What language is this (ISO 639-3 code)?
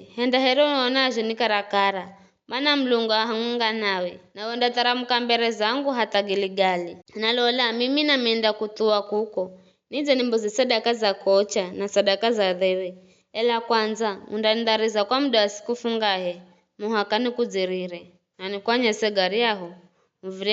nyf